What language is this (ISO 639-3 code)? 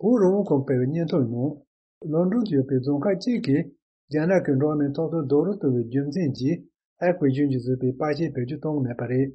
bod